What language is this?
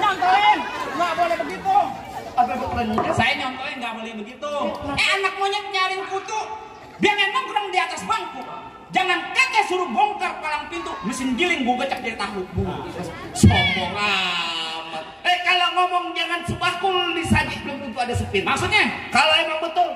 Betawi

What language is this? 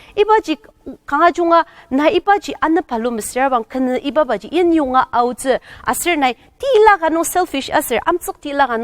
Ao Naga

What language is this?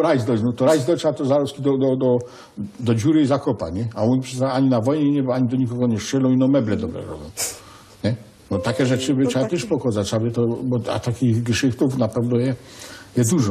Silesian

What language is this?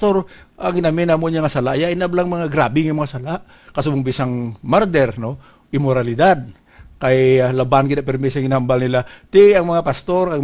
Hiligaynon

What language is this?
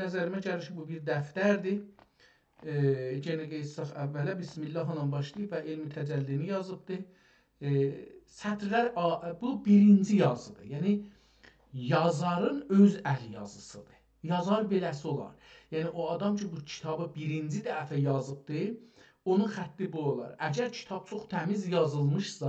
South Azerbaijani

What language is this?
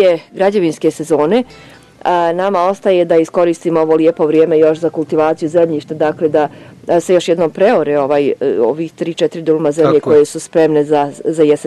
Bosnian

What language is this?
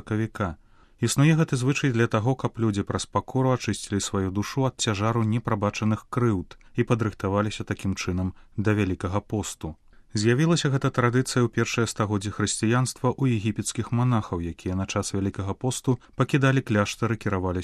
Belarusian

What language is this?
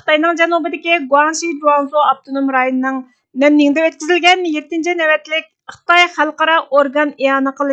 Uyghur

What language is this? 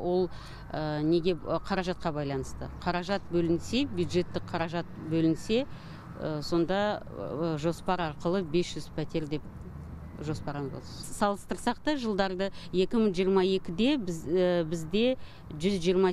Kazakh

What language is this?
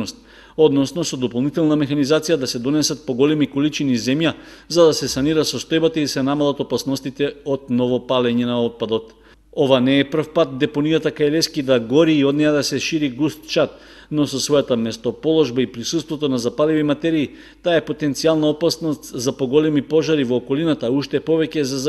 Macedonian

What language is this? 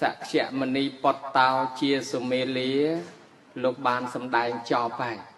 Khmer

